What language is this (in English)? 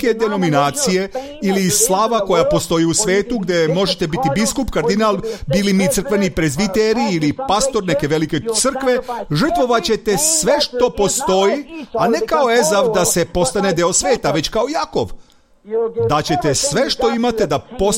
Serbian